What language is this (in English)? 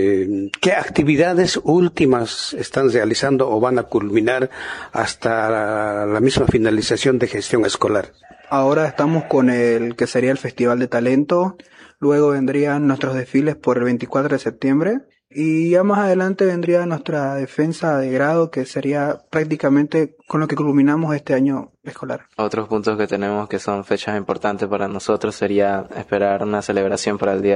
Spanish